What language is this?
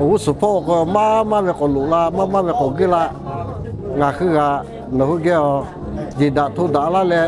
Lahu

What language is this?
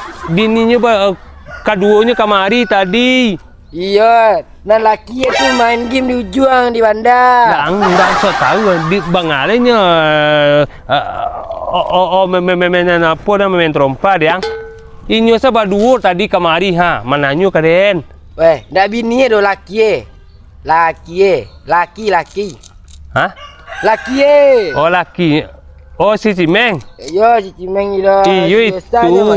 Minangkabau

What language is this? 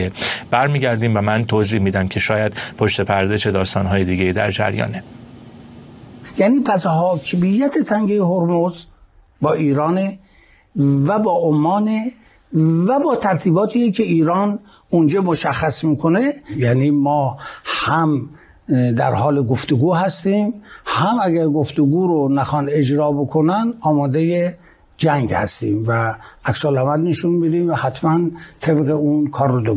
Persian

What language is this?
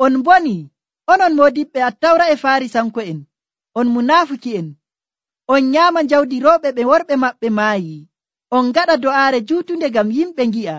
Nigerian Fulfulde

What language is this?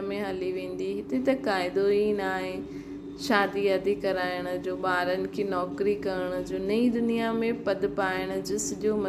Sindhi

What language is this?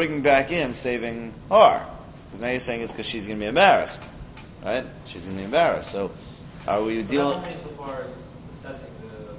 English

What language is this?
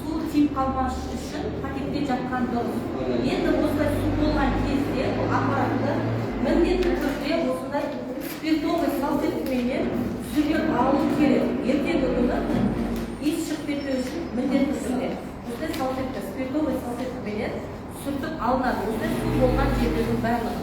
Kazakh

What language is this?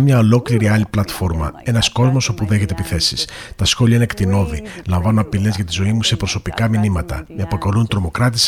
Greek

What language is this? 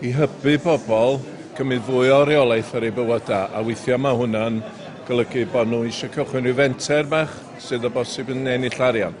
Welsh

